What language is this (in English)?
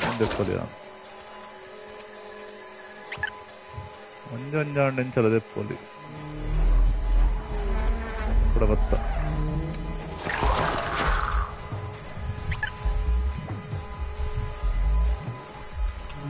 Tulu